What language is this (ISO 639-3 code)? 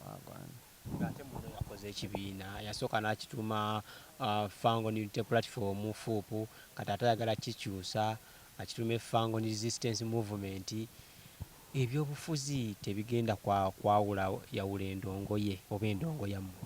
lug